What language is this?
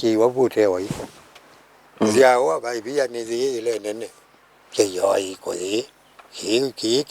Kamba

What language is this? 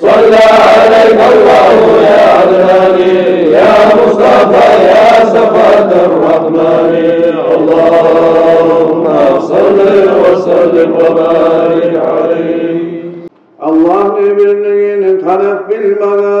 Kumyk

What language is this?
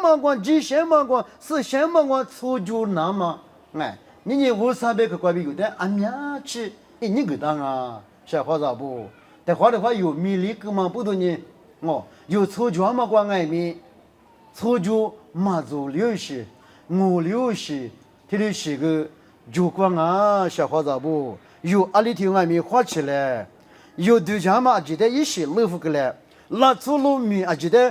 Lisu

